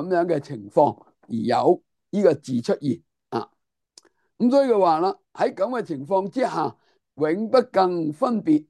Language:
Cantonese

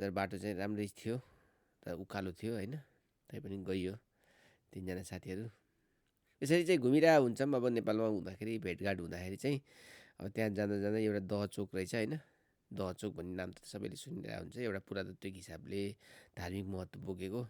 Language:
Nepali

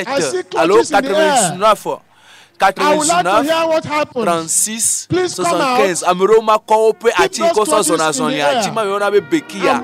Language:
Ewe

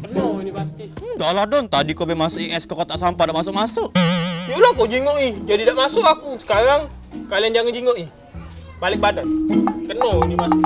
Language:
Musi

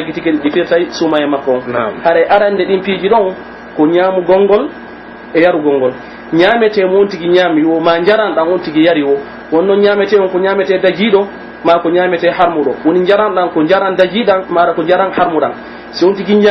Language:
Pular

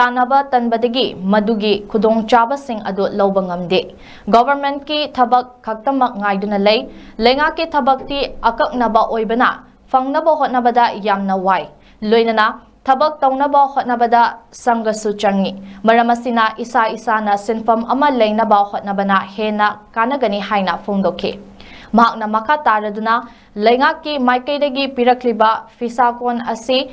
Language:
Manipuri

